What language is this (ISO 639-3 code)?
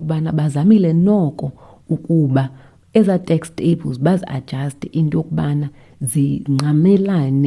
xho